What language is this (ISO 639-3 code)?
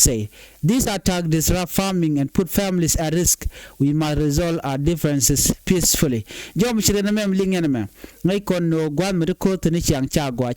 nus